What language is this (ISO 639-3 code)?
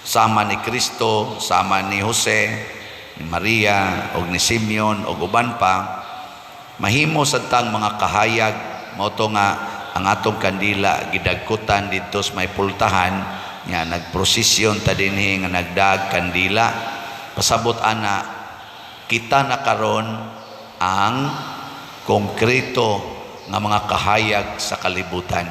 ceb